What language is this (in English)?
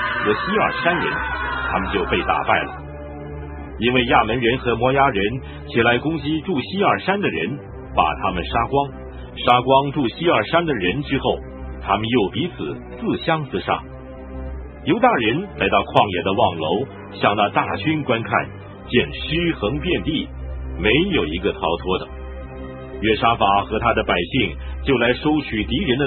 Chinese